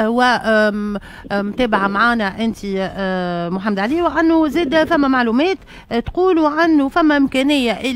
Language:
Tunisian Arabic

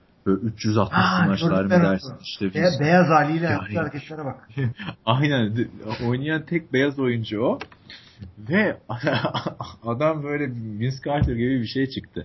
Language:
Turkish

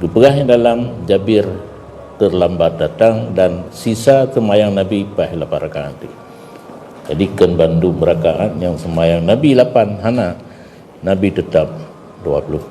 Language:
Achinese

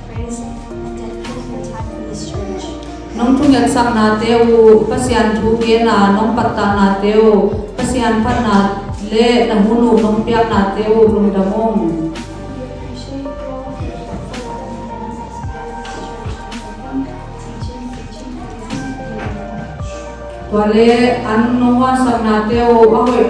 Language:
Tedim Chin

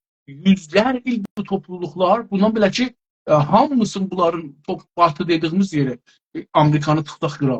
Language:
South Azerbaijani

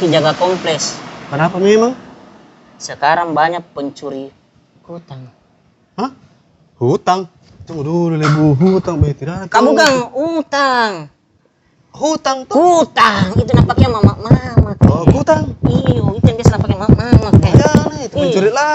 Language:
Makassar Malay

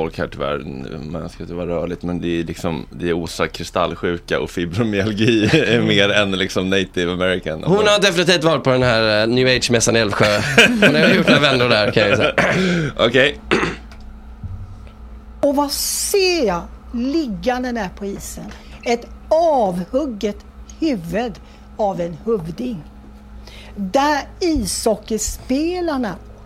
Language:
Swedish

